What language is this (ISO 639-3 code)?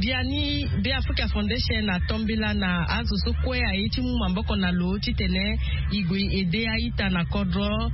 sag